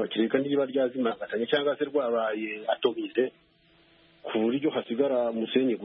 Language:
Kinyarwanda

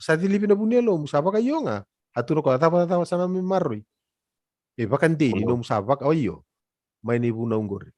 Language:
Fijian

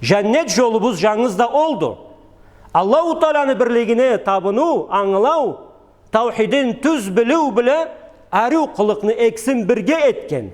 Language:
Karachay-Balkar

